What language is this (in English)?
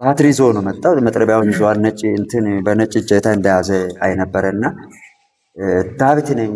Amharic